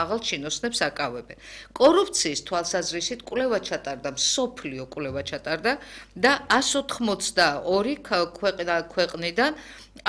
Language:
Georgian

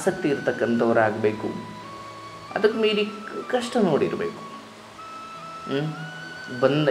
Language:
Kannada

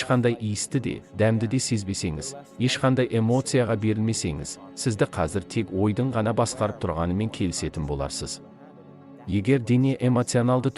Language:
Kazakh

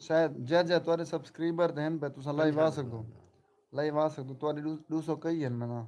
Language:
Saraiki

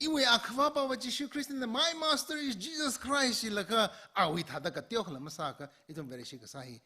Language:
Tangkhul Naga (India)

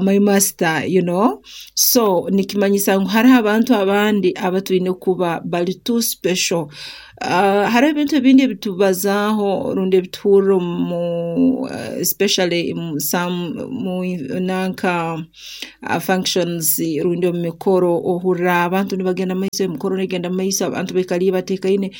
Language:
Nyoro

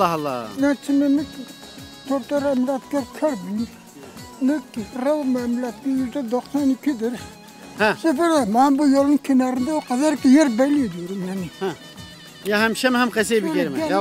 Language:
Zaza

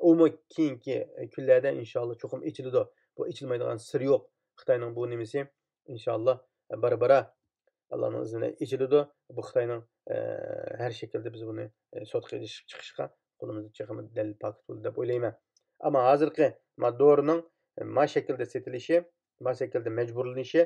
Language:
Uyghur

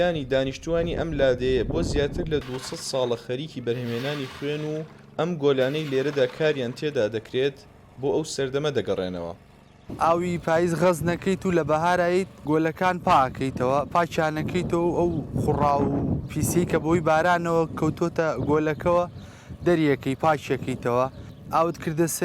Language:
Central Kurdish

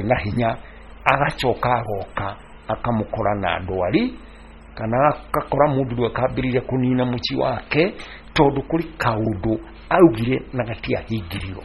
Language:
Kikuyu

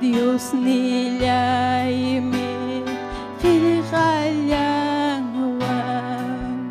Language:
Ayacucho Quechua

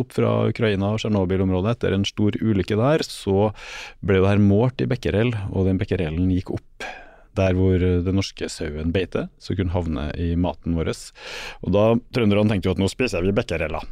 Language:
Norwegian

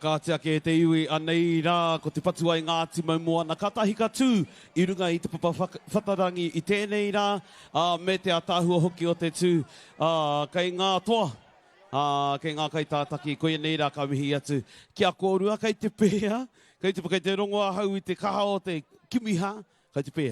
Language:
Māori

